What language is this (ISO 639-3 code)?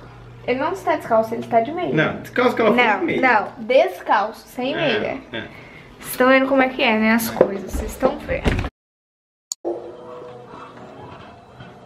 por